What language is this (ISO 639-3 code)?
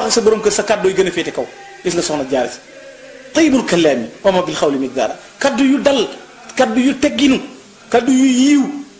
wol